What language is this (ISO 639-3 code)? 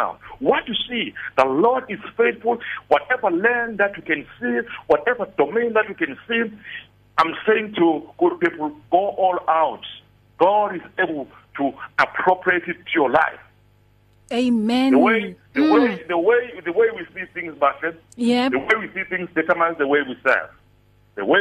eng